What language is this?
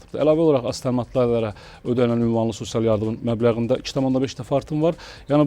Azerbaijani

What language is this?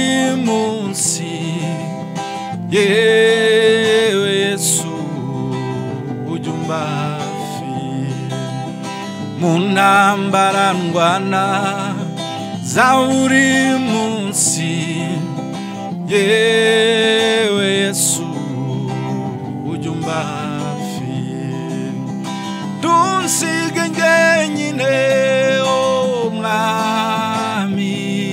Kinyarwanda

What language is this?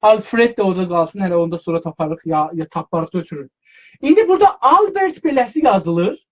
South Azerbaijani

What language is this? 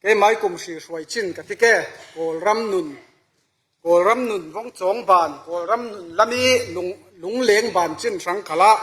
Falam Chin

